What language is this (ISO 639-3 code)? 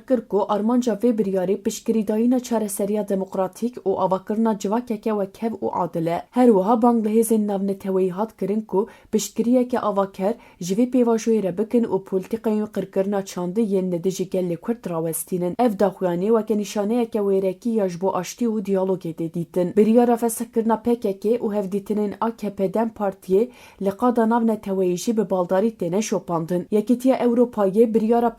kur